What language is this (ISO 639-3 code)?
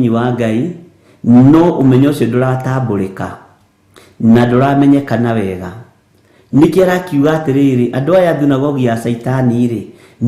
kik